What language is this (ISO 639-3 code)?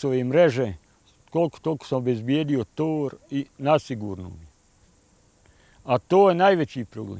bos